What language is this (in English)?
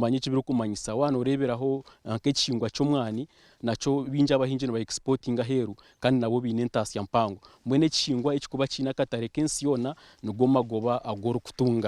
Nyankole